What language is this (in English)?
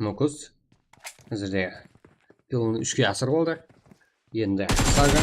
Kara-Kalpak